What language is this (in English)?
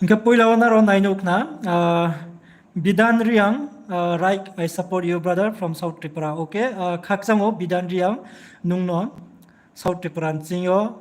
Riang (India)